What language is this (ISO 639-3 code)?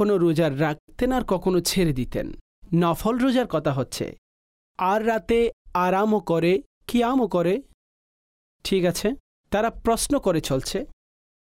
ben